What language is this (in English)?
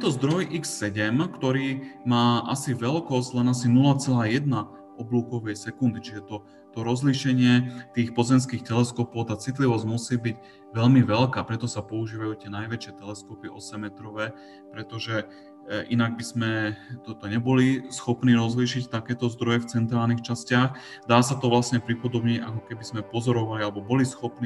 Slovak